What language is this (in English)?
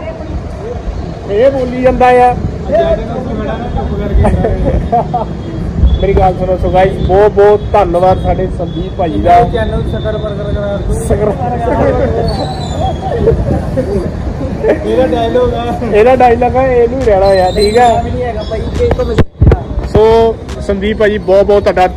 Punjabi